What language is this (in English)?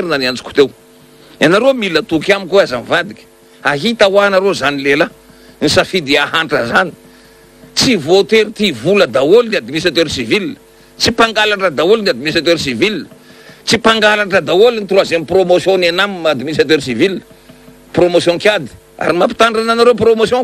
Malagasy